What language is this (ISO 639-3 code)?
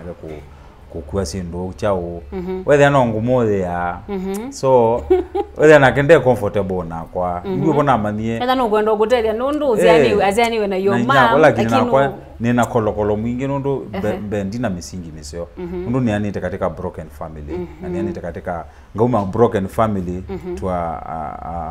kam